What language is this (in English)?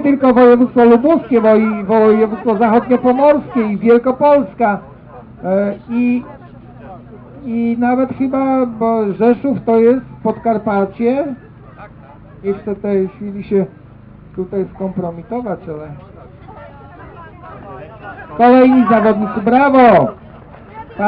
Polish